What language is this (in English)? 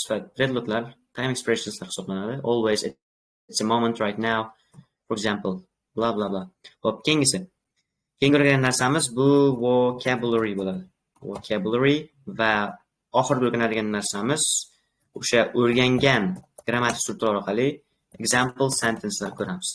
Uzbek